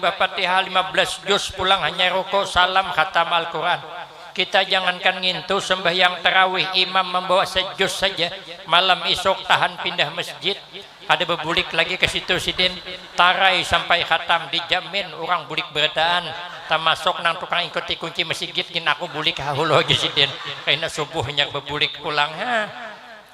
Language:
Banjar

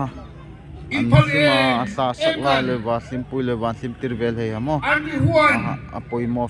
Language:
Darlong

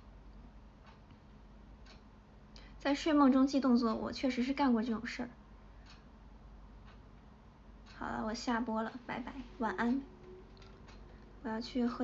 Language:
Chinese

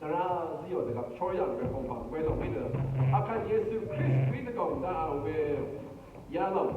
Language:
Rawang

